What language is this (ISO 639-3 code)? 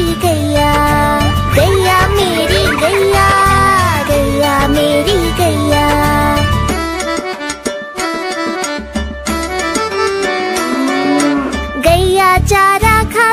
hin